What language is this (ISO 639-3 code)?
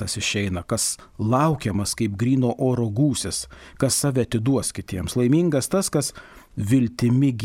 lit